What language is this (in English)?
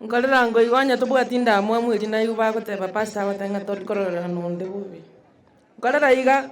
Gusii